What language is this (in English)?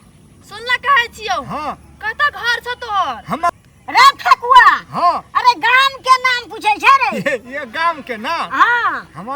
Maithili